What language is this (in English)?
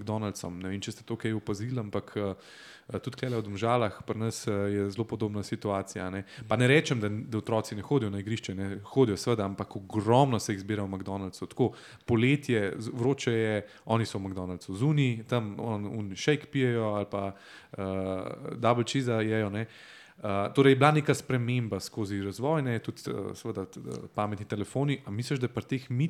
Slovenian